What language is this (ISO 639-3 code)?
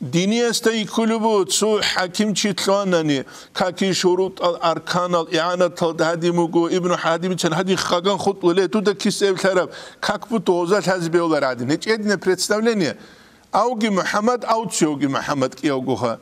ava